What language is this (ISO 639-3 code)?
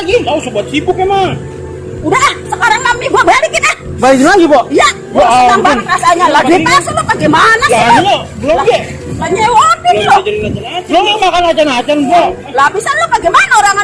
bew